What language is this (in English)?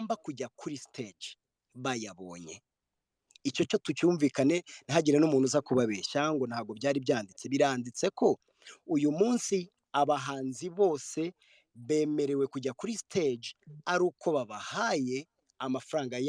Kinyarwanda